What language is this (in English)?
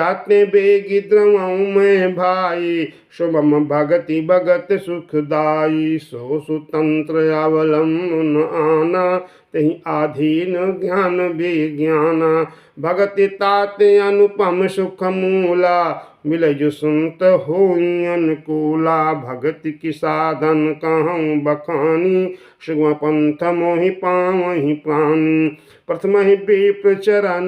Awadhi